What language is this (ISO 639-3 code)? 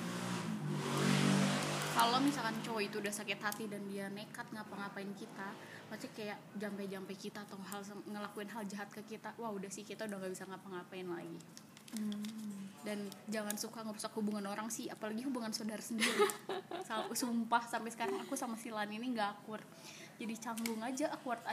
ind